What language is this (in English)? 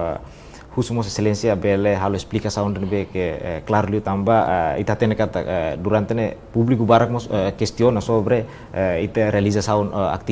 Tetum